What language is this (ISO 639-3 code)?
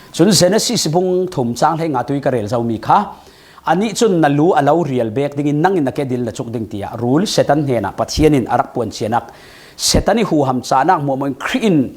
cfm